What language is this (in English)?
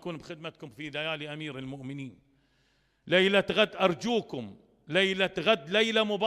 Mesopotamian Arabic